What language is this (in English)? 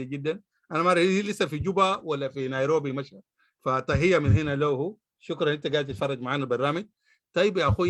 Sudanese Arabic